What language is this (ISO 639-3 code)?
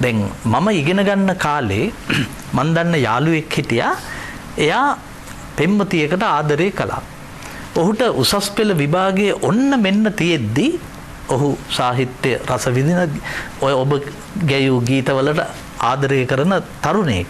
sin